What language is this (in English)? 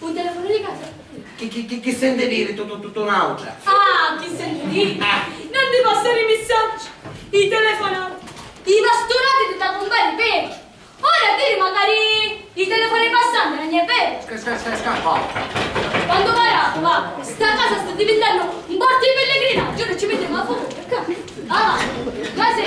Sicilian